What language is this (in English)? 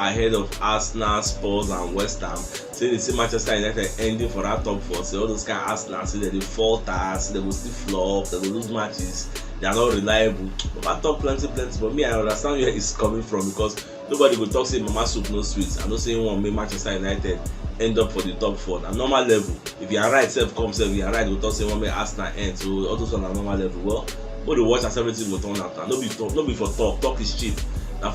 Nigerian Pidgin